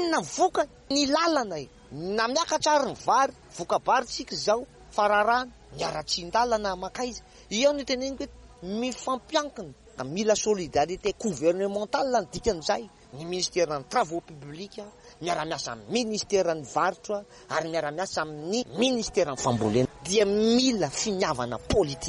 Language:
Malagasy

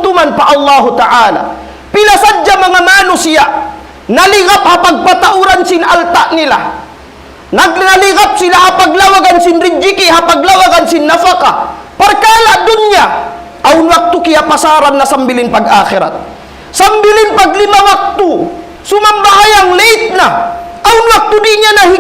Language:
Tausug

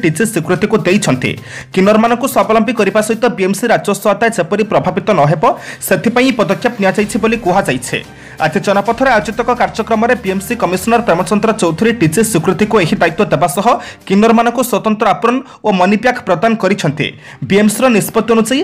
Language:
Odia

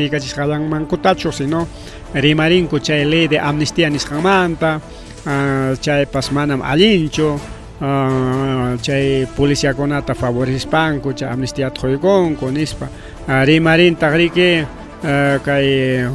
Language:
Ayacucho Quechua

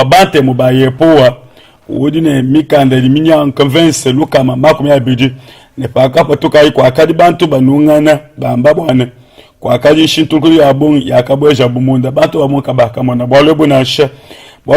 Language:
Luba-Lulua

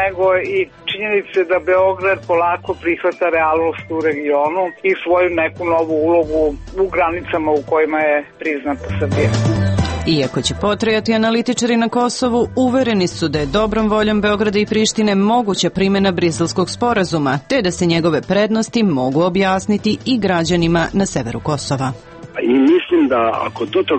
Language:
Serbian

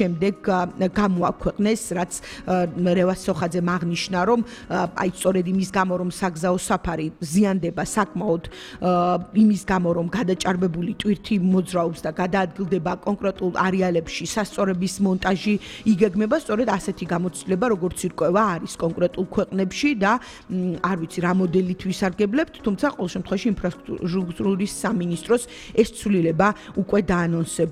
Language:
Georgian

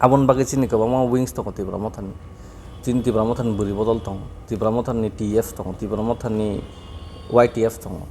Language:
Kok Borok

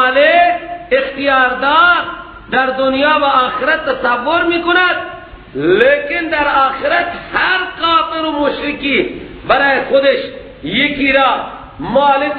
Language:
Persian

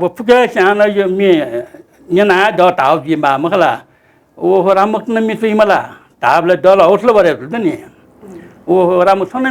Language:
Newari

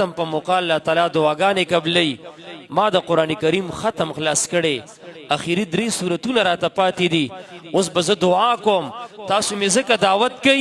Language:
Pashto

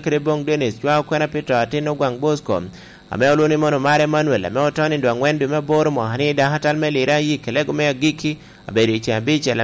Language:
Lango (Uganda)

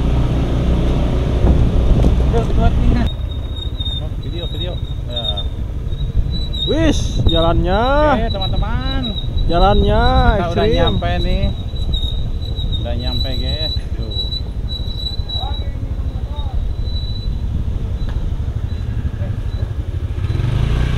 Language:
Indonesian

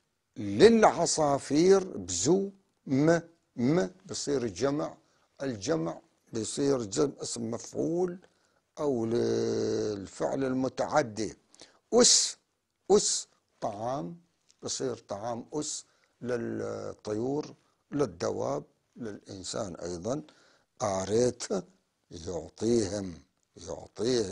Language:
North Levantine Arabic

